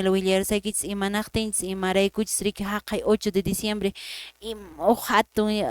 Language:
Quechua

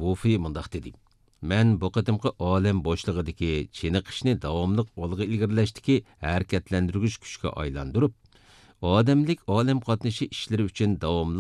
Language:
Uyghur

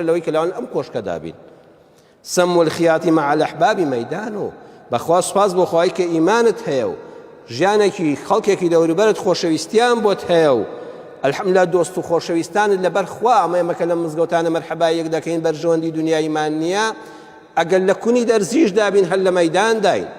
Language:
Central Kurdish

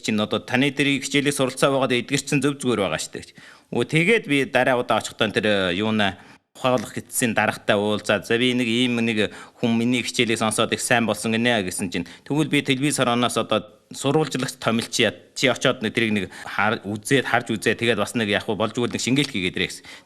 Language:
Mongolian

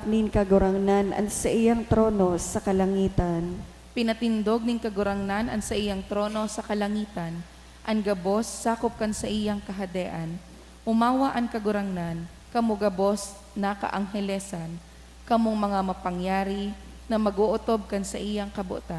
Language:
Bikol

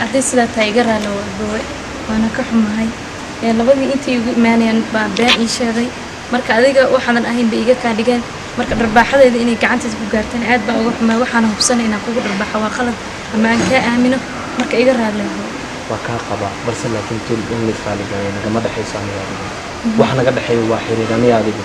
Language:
Somali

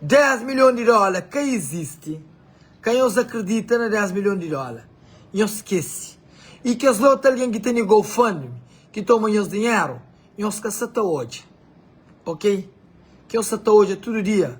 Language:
Kabuverdianu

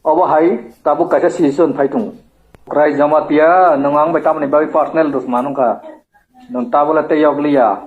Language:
Kok Borok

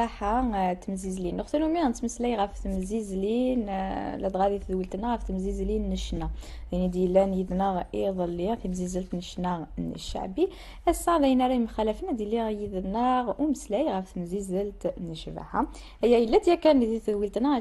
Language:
Kabyle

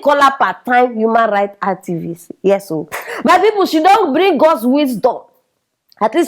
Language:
Nigerian Pidgin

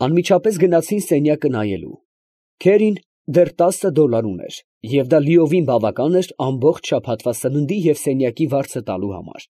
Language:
Armenian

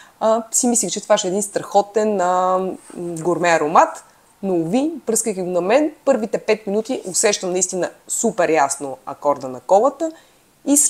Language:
Bulgarian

